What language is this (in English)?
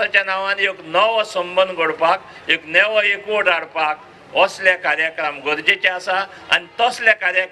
Konkani